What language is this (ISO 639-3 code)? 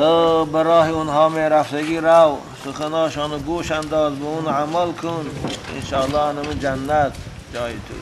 tgk